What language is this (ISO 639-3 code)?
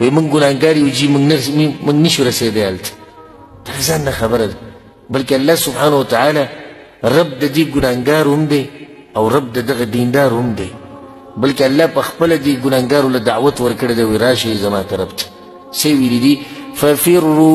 pus